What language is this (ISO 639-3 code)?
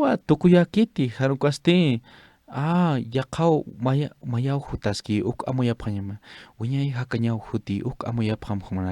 aym